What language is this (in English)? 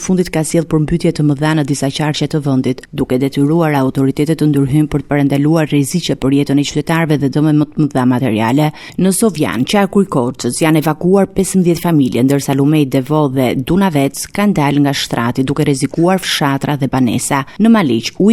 Albanian